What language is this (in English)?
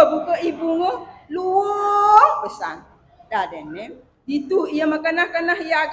Balinese